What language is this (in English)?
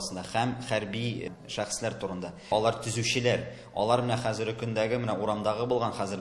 Tatar